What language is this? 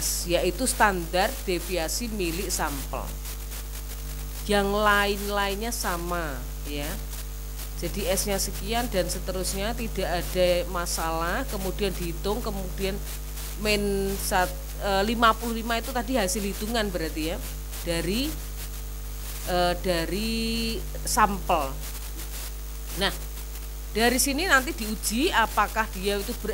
Indonesian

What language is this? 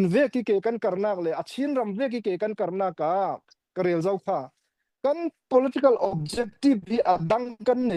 Falam Chin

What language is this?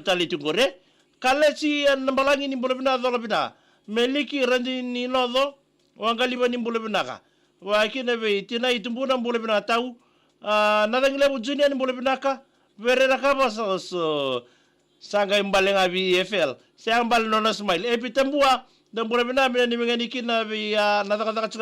Fijian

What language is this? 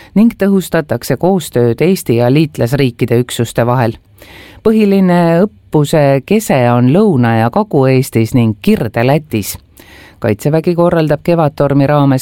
Estonian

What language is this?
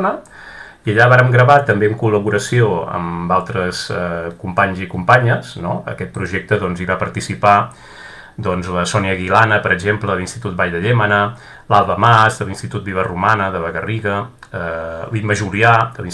Catalan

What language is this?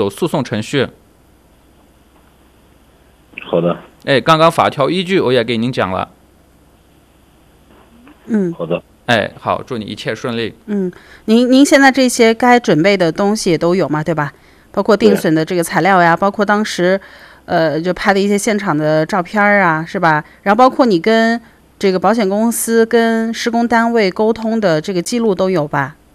Chinese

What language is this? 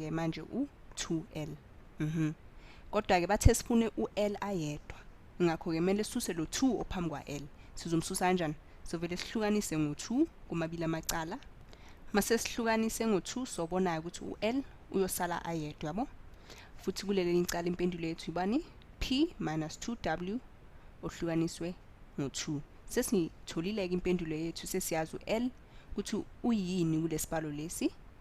Zulu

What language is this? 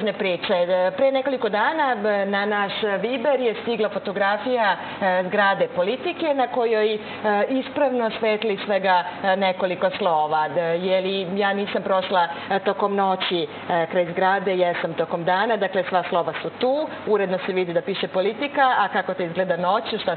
Serbian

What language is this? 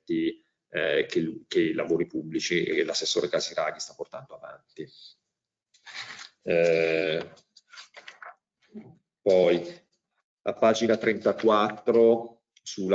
Italian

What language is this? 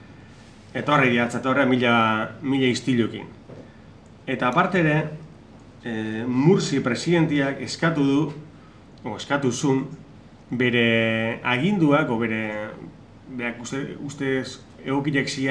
Basque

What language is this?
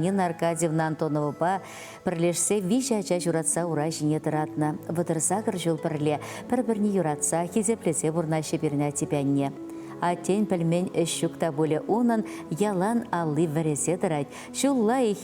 Chuvash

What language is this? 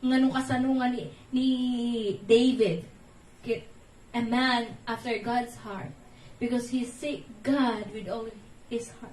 Iloko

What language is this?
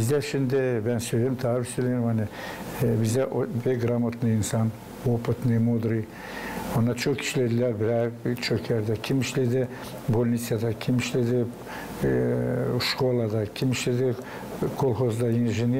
Gagauz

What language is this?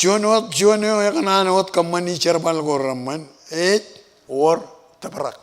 Marshallese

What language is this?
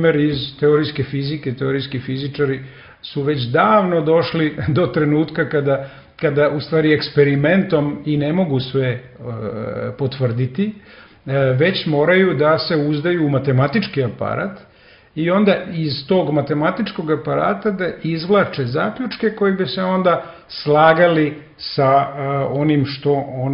Serbian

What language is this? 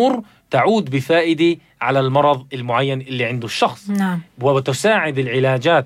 North Levantine Arabic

